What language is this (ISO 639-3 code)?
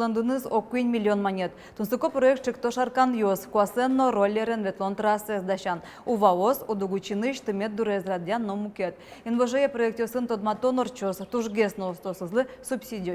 udm